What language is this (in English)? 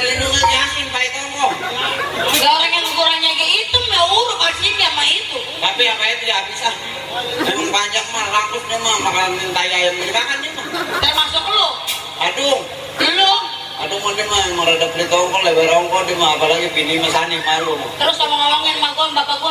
Betawi